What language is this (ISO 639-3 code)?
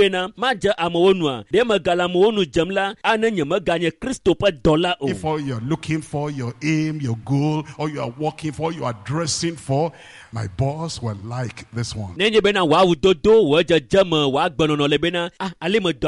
ewe